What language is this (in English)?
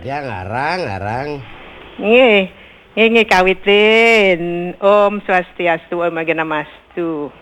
Balinese